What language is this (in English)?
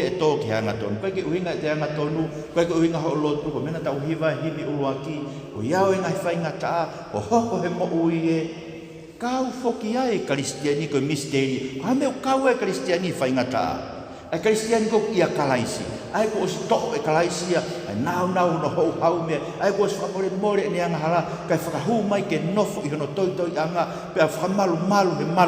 Tongan